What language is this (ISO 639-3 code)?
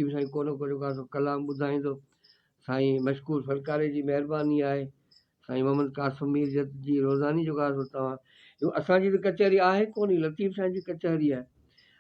snd